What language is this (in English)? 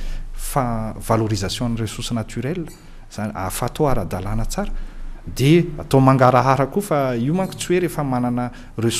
Malagasy